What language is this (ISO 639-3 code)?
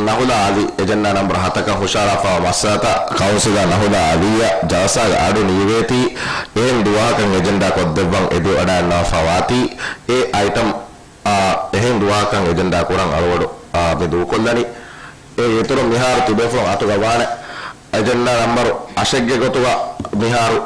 div